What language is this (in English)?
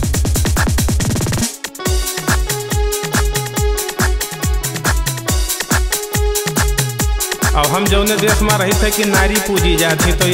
Bhojpuri